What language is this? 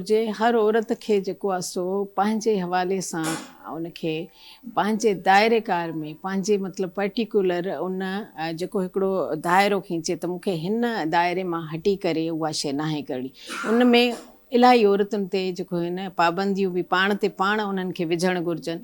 Sindhi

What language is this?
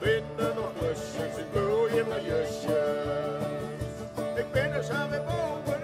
Western Frisian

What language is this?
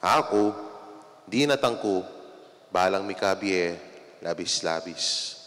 Pampanga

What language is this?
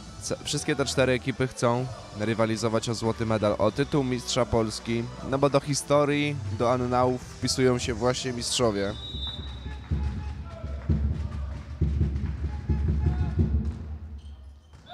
Polish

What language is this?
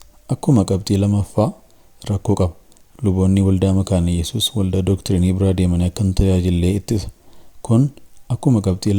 Oromo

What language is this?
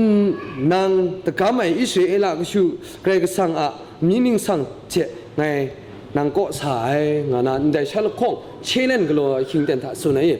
Kachin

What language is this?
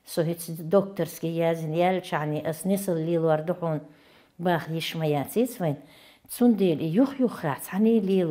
Chechen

